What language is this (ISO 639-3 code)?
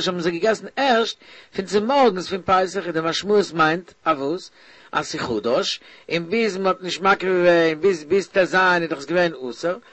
yid